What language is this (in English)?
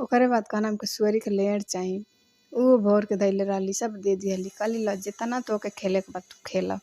Bhojpuri